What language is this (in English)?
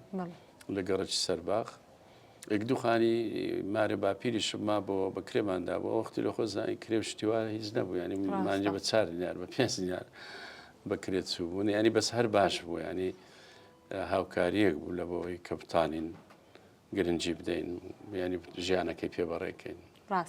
Central Kurdish